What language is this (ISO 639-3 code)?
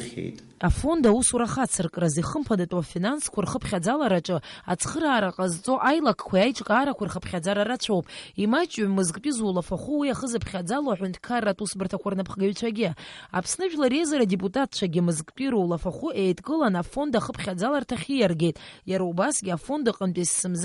abk